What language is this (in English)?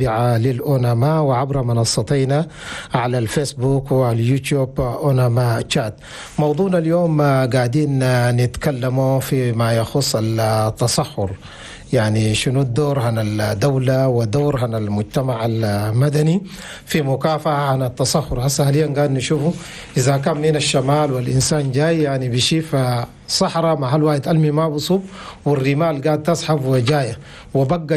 Chadian Arabic